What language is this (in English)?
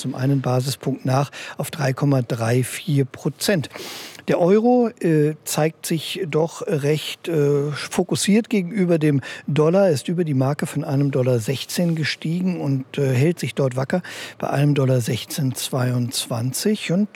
German